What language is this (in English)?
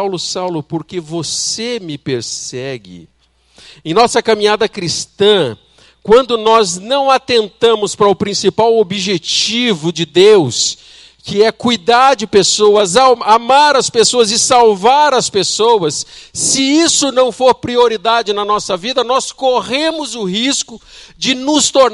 Portuguese